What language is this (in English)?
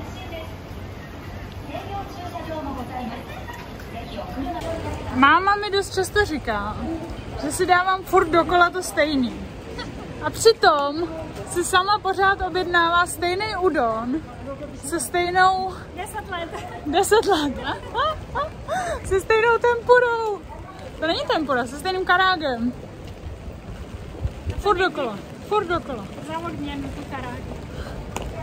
Czech